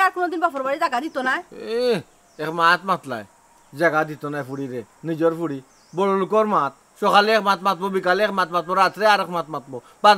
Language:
Sylheti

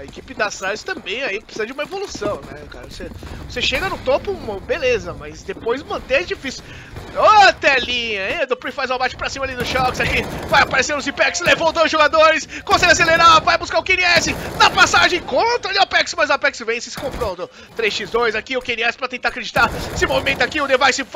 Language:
Portuguese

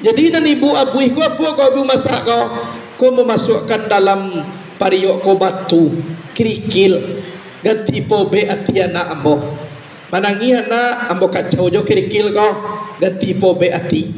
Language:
Minangkabau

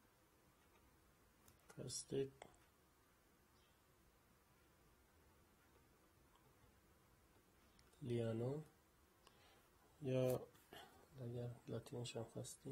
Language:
Persian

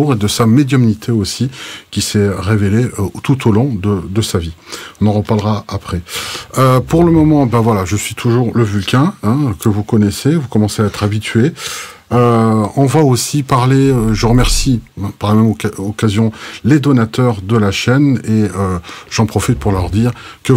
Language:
French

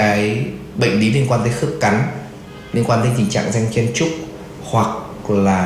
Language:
Vietnamese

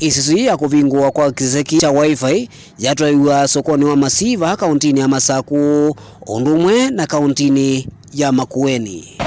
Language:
Kamba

